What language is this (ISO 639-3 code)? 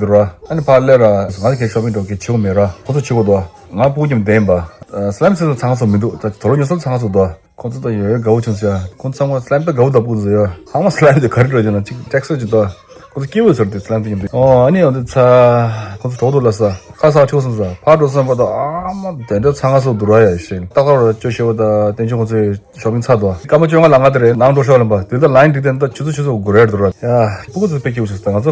bod